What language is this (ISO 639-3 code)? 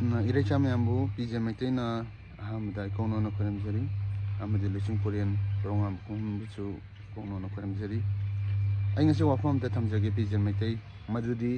mni